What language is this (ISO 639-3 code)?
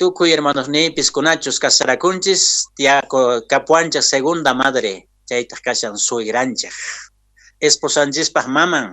que